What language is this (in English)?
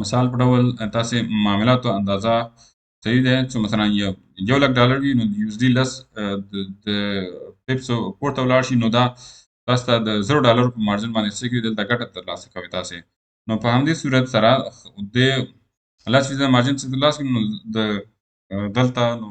Pashto